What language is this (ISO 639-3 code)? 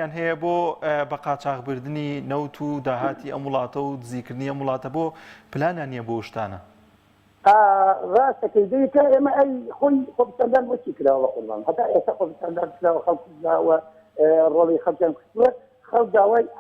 ckb